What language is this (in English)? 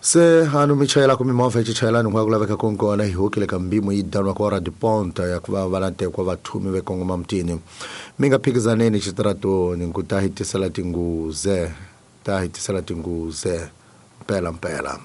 Tsonga